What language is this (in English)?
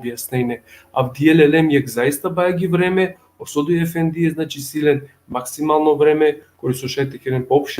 Balkan Romani